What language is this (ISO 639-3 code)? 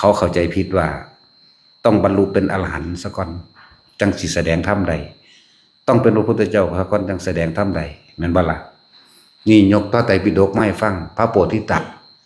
tts